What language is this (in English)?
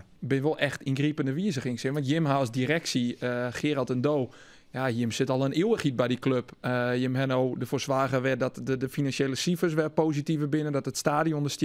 Western Frisian